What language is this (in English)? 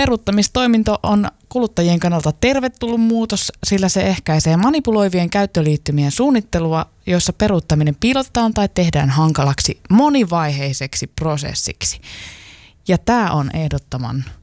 Finnish